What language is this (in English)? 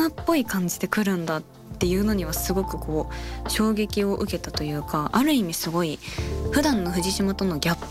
Japanese